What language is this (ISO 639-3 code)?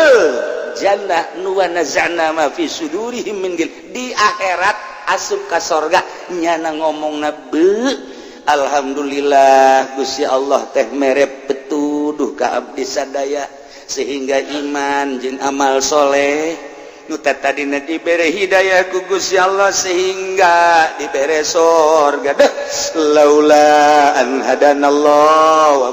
sun